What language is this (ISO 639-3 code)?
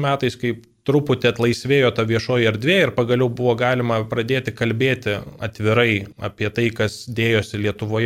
lit